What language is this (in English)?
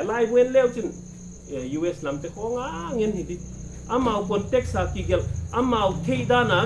Paite Chin